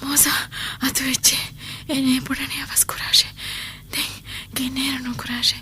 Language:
Divehi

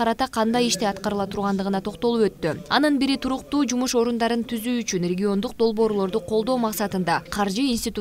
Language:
Kyrgyz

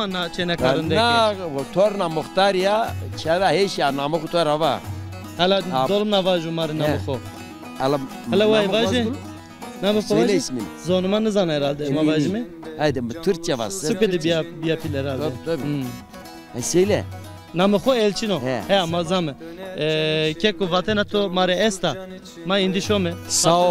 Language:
Zaza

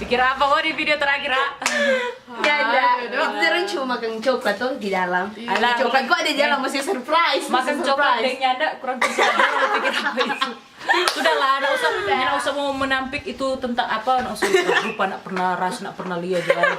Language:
Manado Malay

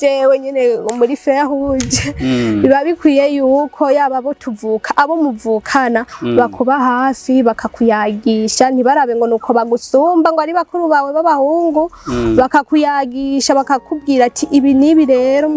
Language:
Rundi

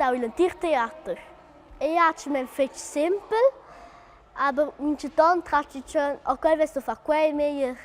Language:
Romansh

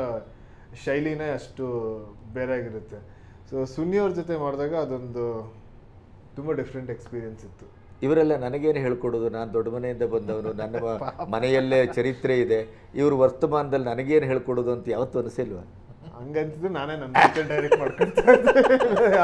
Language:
Kannada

